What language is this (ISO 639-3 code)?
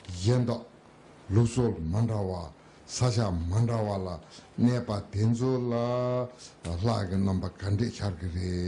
bod